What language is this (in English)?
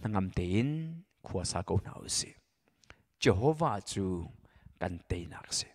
Hakha Chin